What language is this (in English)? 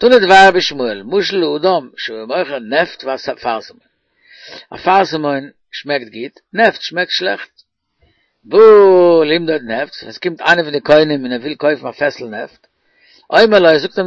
Yiddish